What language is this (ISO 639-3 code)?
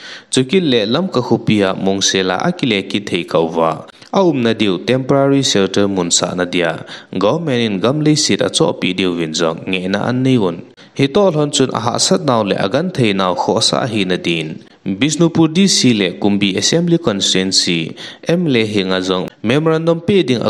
tcz